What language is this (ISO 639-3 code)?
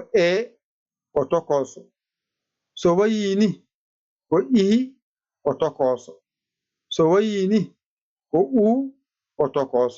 ful